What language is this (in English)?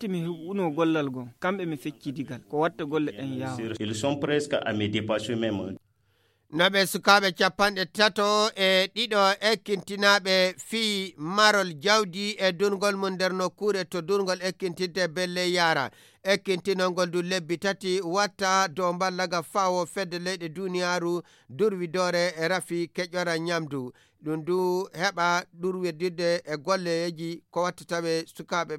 Fula